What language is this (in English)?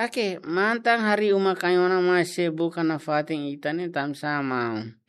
Tetum